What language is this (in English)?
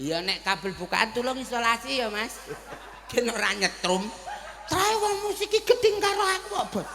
Javanese